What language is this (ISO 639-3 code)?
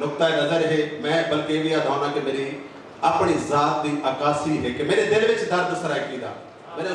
skr